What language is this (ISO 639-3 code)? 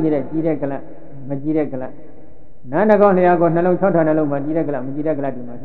mya